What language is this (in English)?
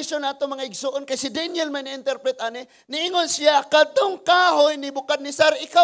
Cebuano